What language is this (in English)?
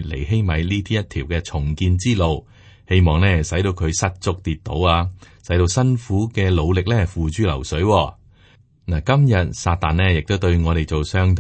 Cantonese